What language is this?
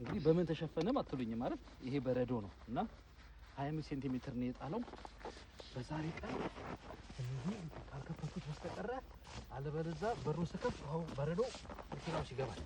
Amharic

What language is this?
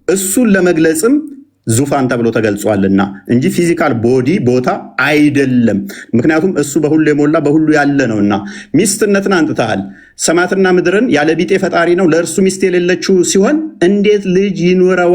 Amharic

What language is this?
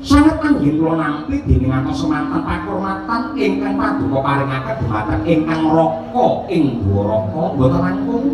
Javanese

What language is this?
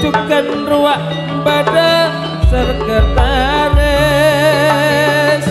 Madurese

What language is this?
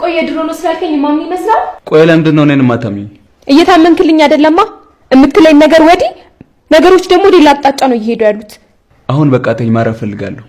Amharic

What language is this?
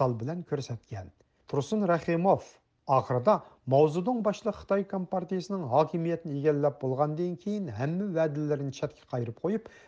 Uyghur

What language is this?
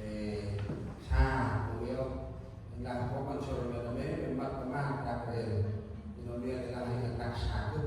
Central Mnong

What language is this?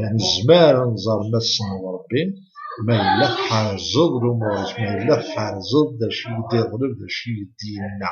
Kabyle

